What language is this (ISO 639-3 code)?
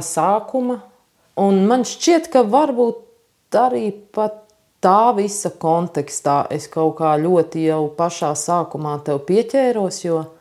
lav